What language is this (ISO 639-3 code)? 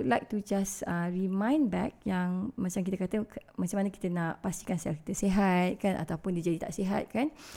msa